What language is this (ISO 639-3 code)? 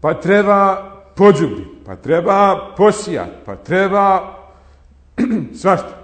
bos